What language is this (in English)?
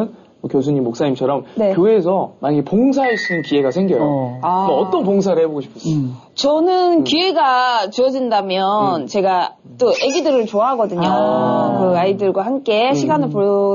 Korean